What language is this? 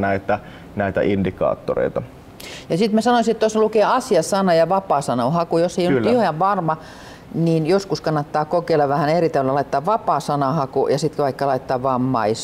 Finnish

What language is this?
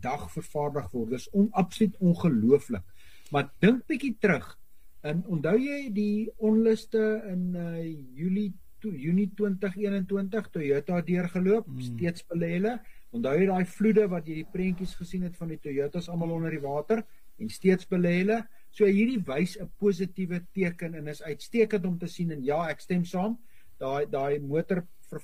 Afrikaans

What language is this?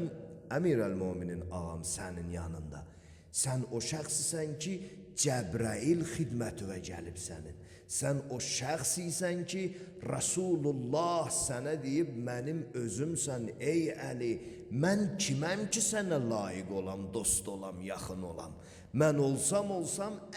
Azerbaijani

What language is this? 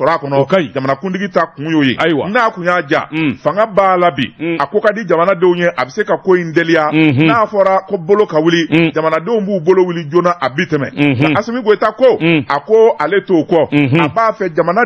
Bambara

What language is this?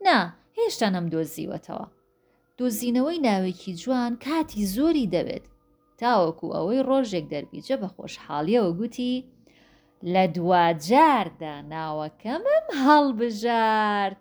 Central Kurdish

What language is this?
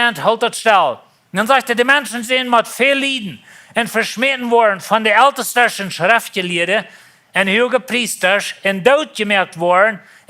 Plautdietsch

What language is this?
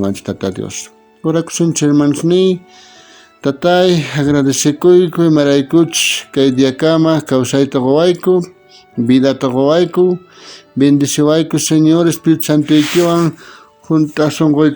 South Bolivian Quechua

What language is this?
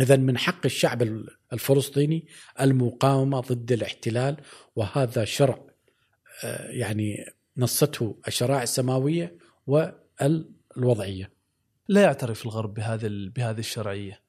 Gulf Arabic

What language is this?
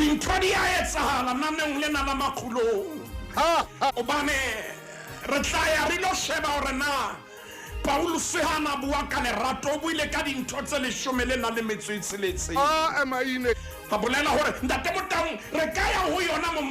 Southern Sotho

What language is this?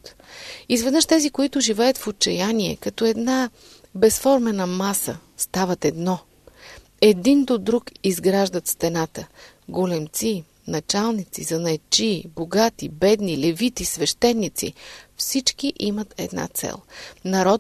Bulgarian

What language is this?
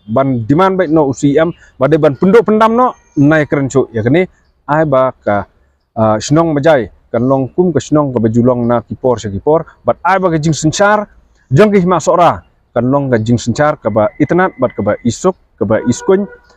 Khasi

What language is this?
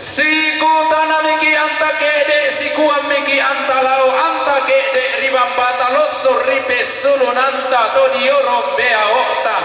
Toraja-Sa'dan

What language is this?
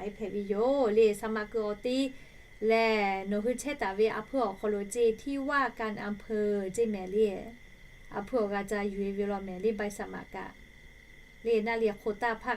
Lahu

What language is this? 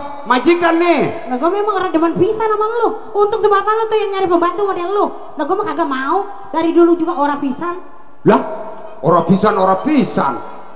Betawi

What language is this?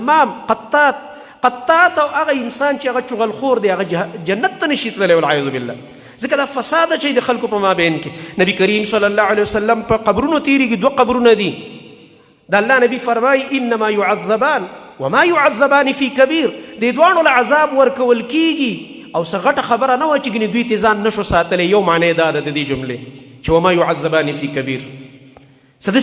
Pashto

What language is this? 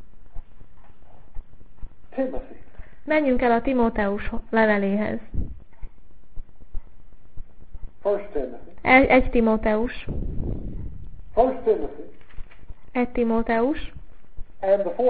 Hungarian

